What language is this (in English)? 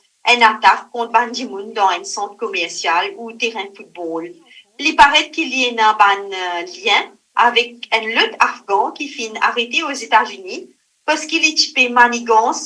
Morisyen